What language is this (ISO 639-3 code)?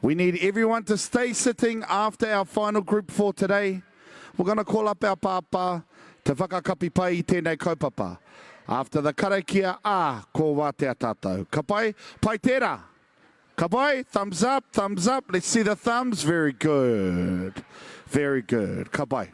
mri